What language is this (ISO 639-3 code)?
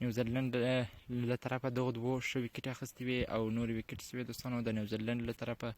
pus